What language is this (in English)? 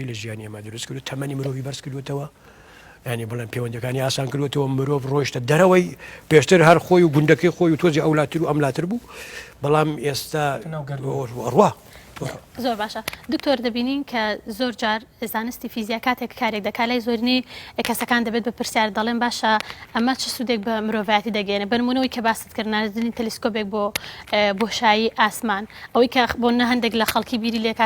Central Kurdish